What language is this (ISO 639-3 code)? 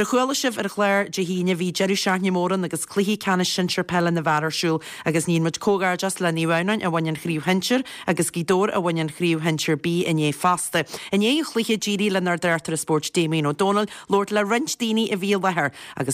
gle